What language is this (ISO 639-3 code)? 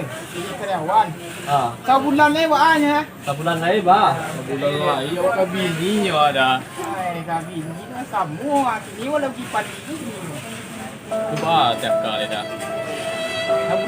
min